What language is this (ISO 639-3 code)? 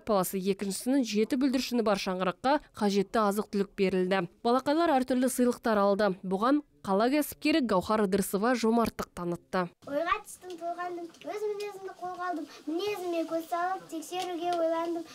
kaz